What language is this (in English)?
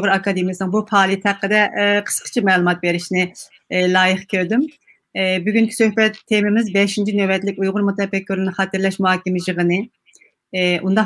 Uyghur